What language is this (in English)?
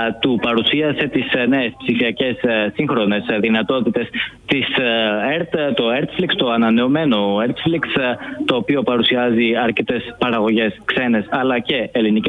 Greek